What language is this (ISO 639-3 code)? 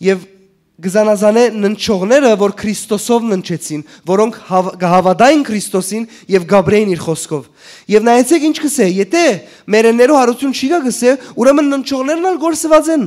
hyw